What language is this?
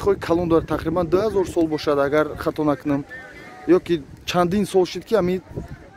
Tajik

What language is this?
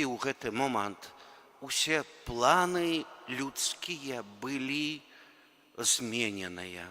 Belarusian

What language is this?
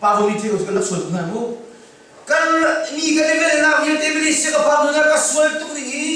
Hakha Chin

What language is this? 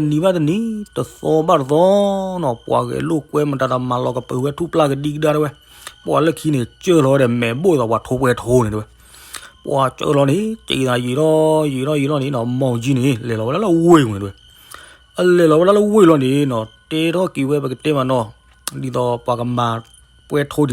S'gaw Karen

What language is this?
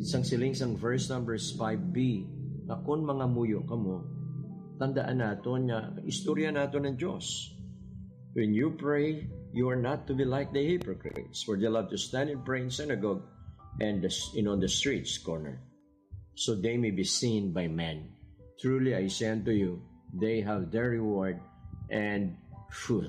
Hiligaynon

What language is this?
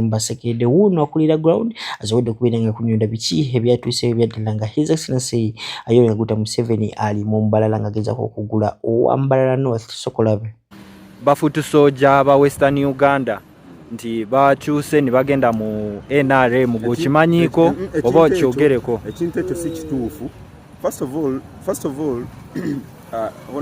Ganda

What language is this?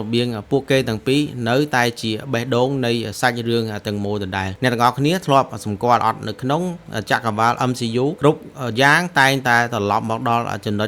Khmer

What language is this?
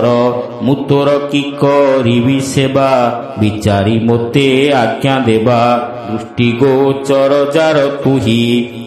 Odia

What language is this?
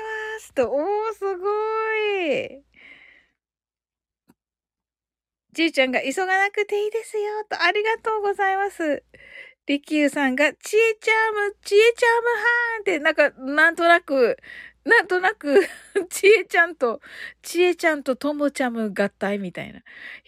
Japanese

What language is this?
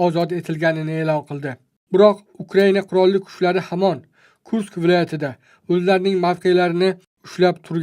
Uzbek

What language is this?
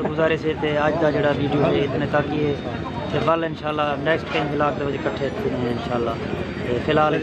Saraiki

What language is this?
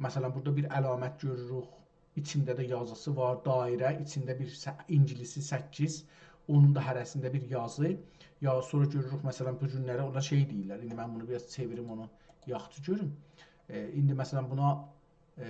South Azerbaijani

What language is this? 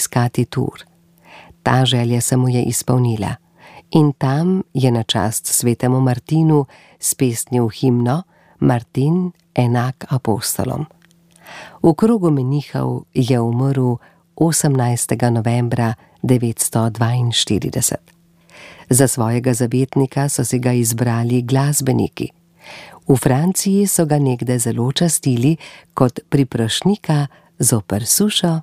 Slovenian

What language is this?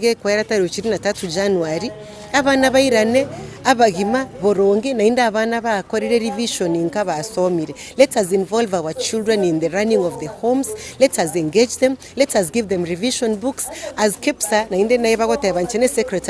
Gusii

